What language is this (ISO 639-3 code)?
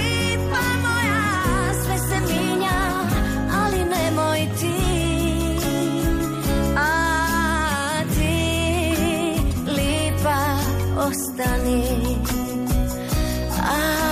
hrv